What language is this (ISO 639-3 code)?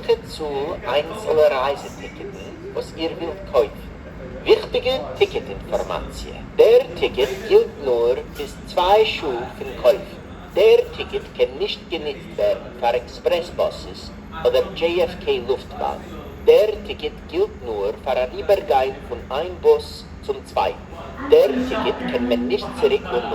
yid